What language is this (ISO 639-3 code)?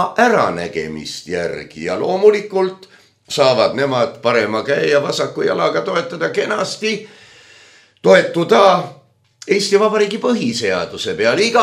est